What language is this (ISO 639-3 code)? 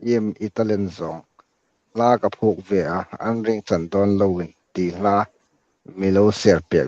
hmr